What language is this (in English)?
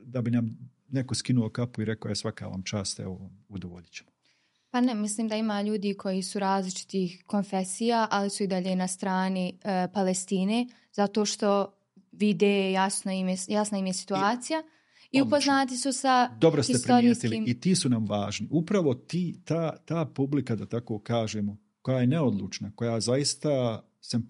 Bosnian